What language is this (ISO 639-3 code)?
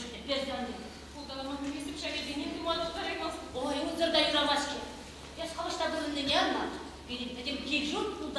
chv